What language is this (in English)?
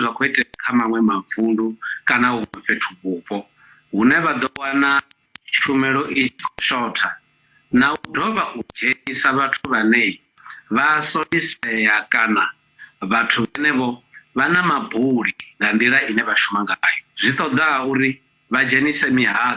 Venda